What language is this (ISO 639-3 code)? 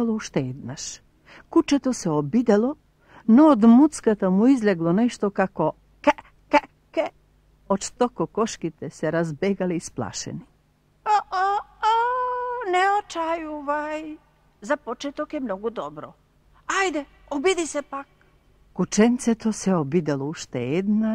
mkd